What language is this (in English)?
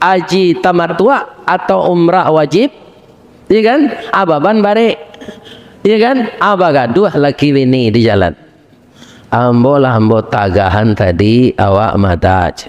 Minangkabau